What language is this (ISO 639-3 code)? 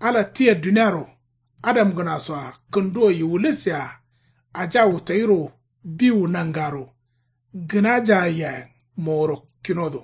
kau